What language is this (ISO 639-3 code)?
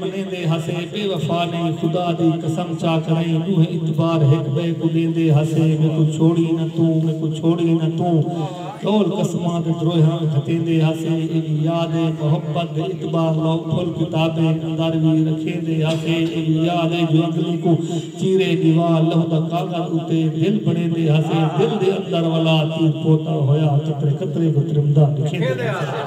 skr